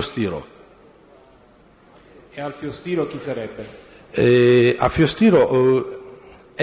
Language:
Italian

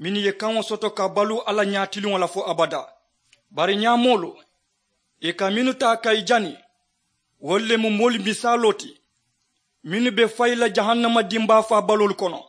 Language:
Mandingo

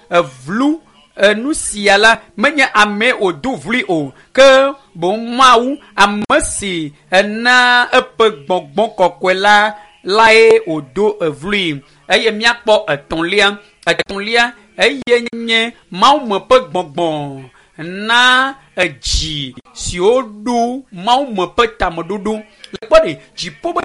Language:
Ewe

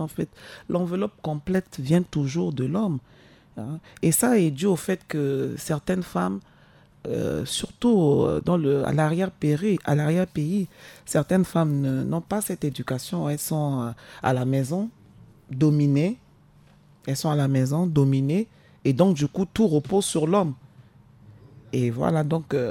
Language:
French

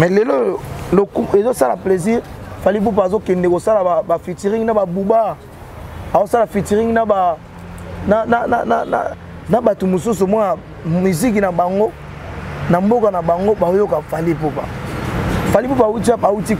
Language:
Lingala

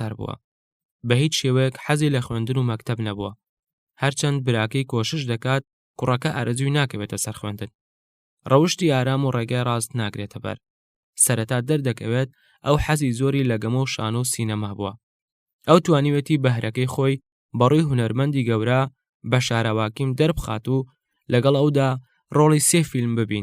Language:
Central Kurdish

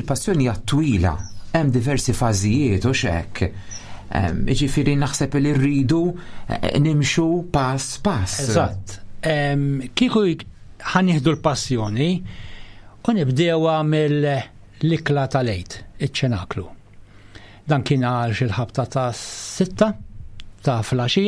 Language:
Maltese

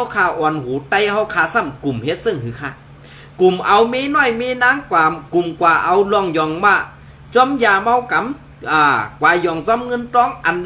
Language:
Shan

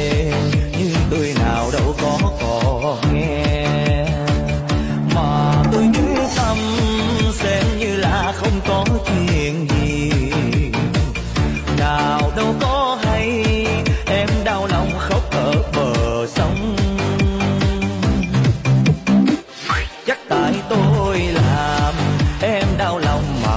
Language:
Vietnamese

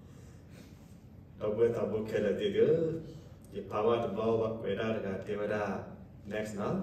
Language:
S'gaw Karen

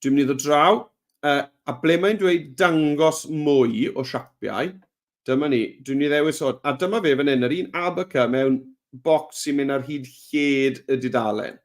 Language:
Welsh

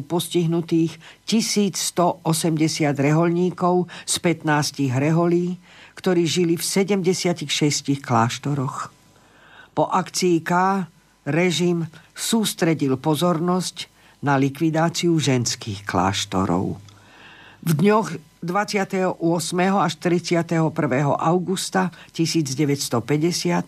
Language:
Slovak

